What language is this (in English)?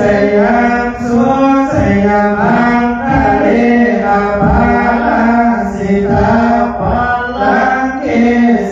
Pali